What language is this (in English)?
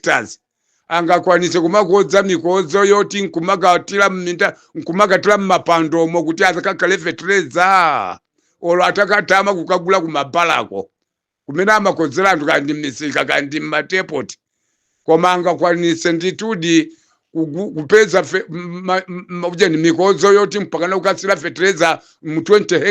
Nyanja